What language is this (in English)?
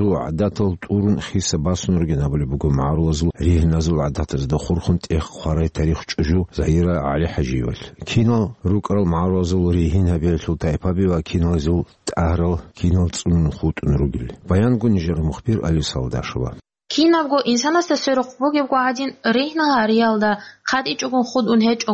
Avaric